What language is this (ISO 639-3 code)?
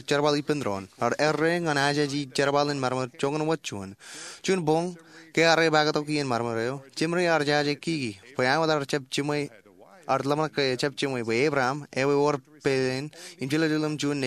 mah